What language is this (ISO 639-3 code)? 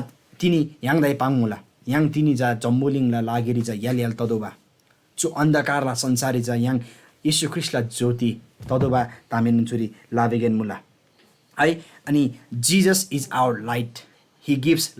taj